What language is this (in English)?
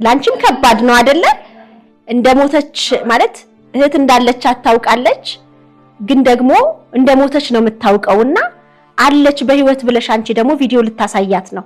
Amharic